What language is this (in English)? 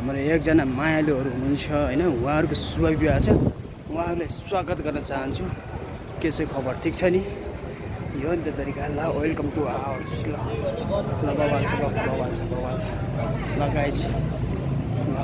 Nepali